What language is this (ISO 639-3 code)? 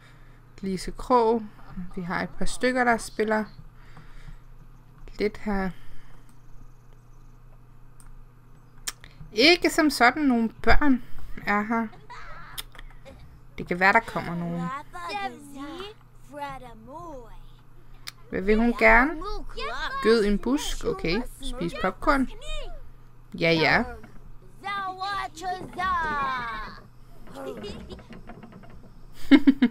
dan